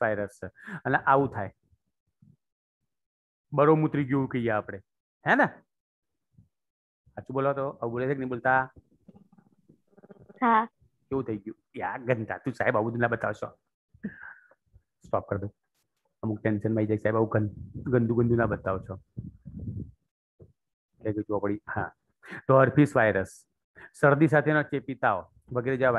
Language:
Gujarati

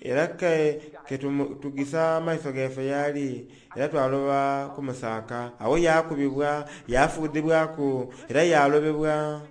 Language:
Soga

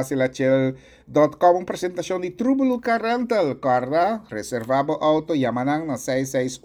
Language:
Papiamento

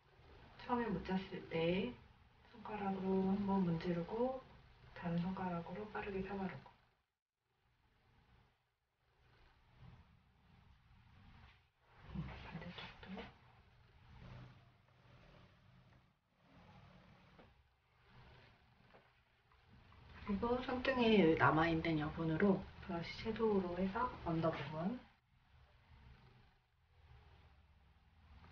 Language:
Korean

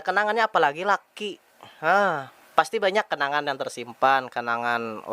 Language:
Banjar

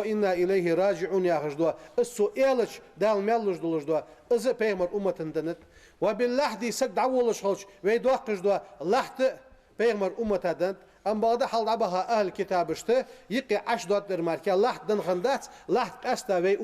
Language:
Ingush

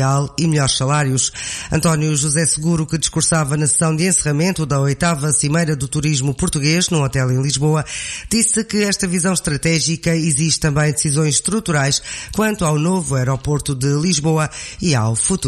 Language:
Portuguese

